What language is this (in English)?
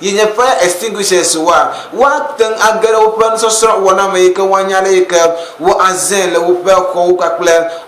Ewe